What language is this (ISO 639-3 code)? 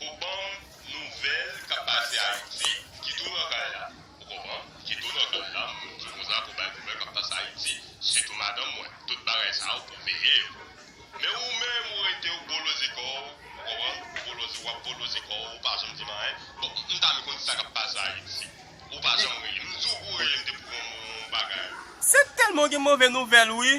hat